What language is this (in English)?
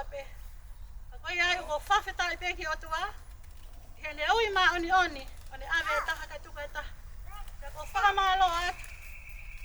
Tongan